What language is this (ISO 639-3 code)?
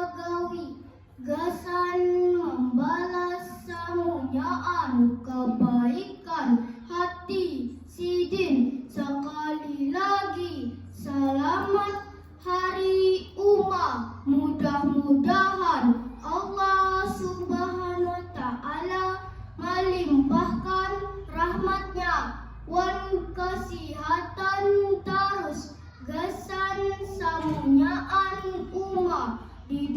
bjn